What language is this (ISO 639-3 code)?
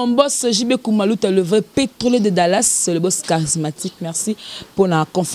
lin